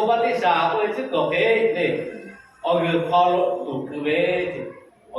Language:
Lahu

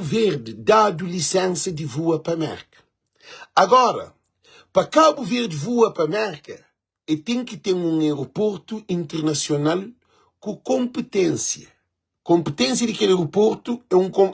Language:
Kabuverdianu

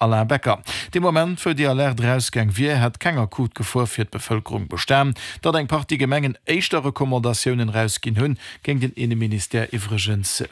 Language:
Luxembourgish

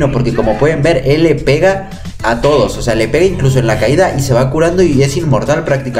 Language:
Spanish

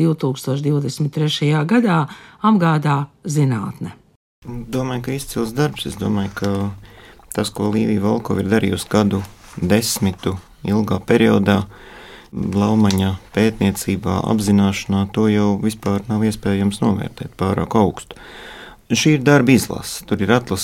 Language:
Latvian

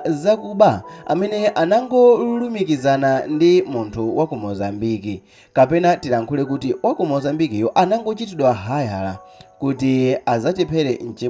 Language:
Nyanja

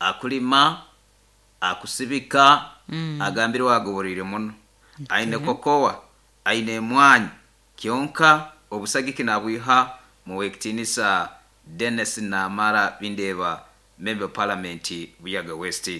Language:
Nyoro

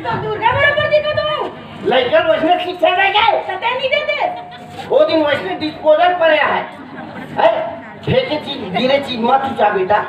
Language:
Chhattisgarhi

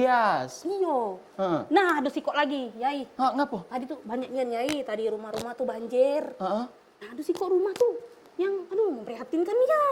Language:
Musi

